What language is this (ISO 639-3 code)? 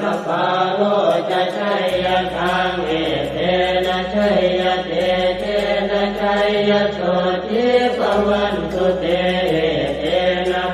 pli